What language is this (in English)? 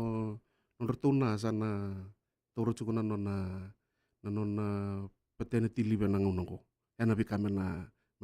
Fijian